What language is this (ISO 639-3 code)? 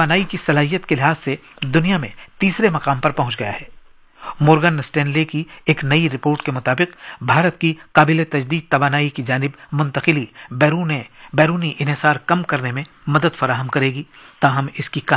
urd